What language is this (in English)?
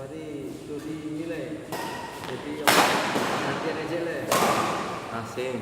Ambonese Malay